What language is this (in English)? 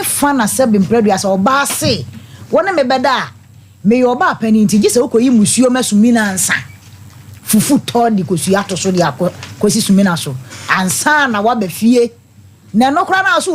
Akan